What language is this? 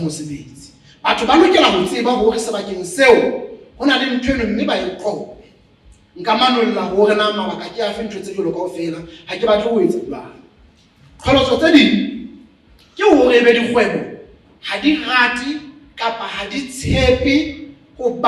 Southern Sotho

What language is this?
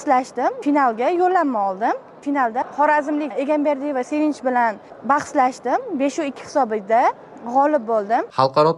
Uzbek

